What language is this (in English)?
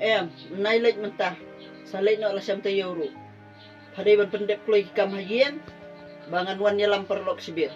Khasi